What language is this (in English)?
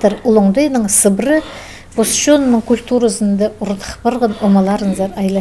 Khakas